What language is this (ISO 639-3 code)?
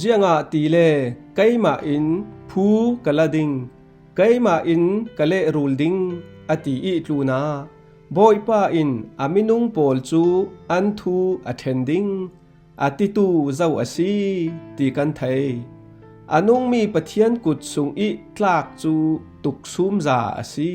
cfm